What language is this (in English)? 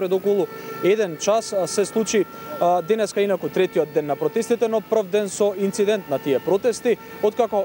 Macedonian